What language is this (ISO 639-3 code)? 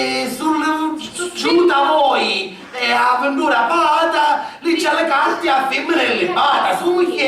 scn